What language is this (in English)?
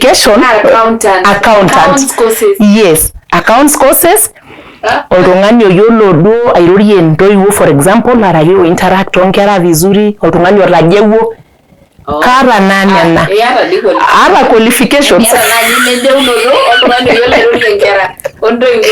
Masai